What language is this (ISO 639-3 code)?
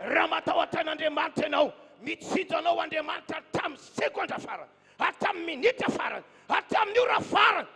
mlg